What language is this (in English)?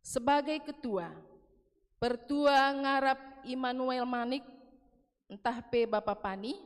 Batak Karo